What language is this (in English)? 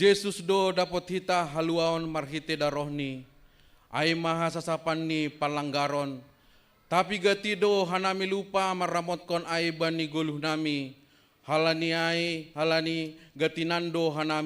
Batak Simalungun